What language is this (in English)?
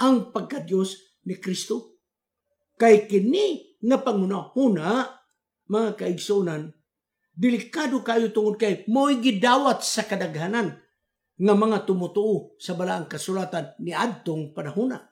Cebuano